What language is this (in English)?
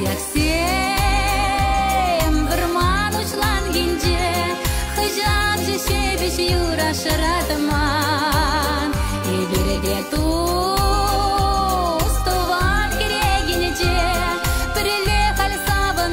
Chuvash